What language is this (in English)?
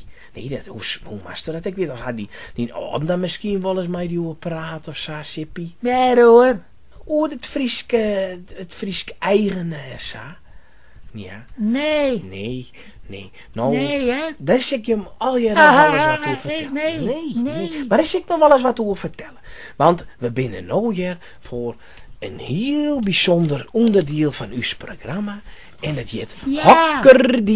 Western Frisian